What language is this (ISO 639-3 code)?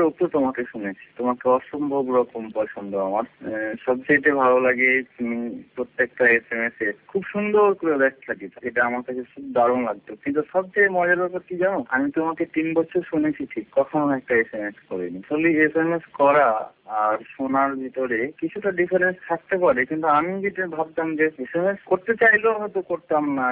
ben